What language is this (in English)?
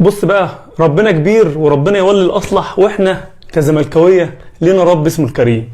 Egyptian Arabic